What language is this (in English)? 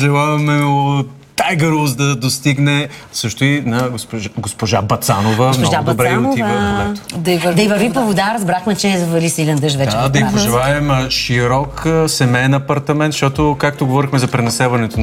Bulgarian